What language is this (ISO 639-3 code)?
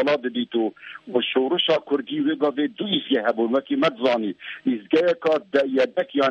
kur